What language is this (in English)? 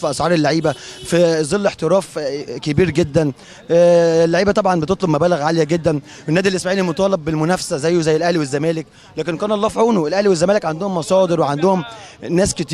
Egyptian Arabic